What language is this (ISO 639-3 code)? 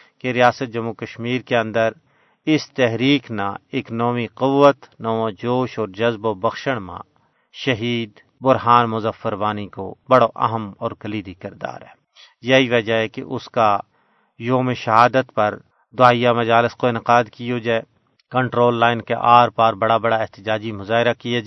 gju